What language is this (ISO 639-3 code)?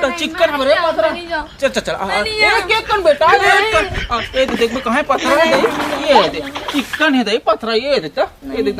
hne